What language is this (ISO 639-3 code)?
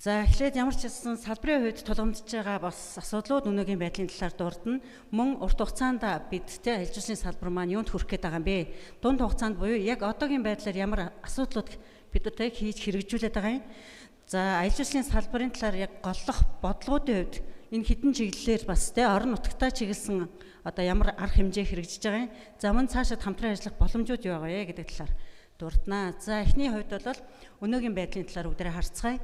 mon